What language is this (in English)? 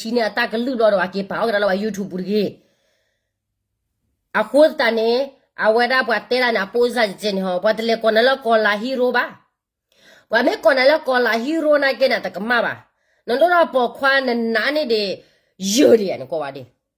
S'gaw Karen